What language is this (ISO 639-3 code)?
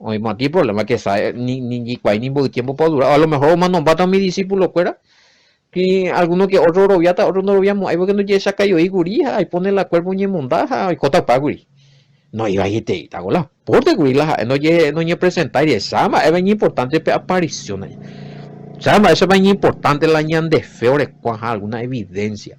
grn